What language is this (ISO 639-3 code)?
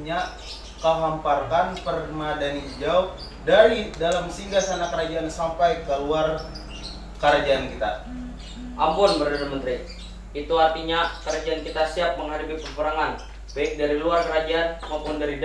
bjn